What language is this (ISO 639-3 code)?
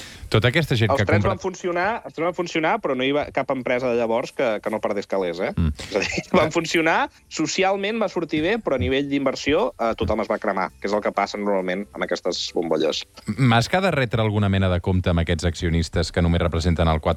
cat